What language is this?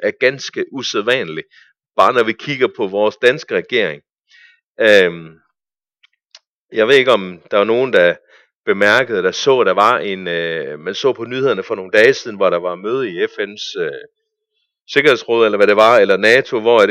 Danish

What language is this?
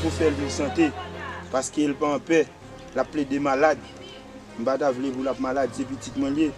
Haitian Creole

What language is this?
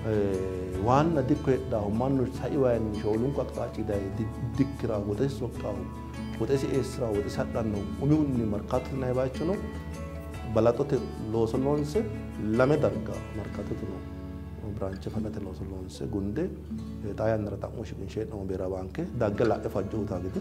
Sidamo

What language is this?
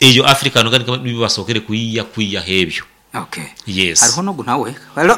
Nyankole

